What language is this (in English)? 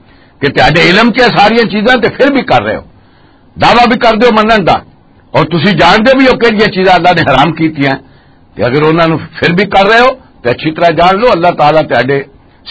Western Panjabi